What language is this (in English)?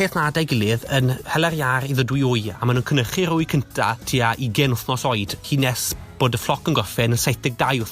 Welsh